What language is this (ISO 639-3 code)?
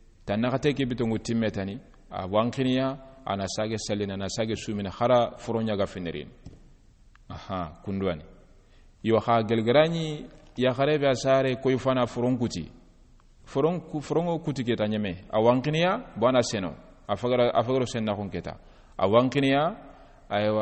snk